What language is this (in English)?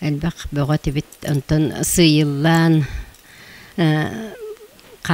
Yakut